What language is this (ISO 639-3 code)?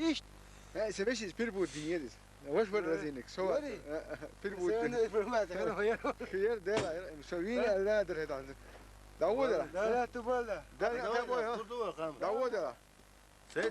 che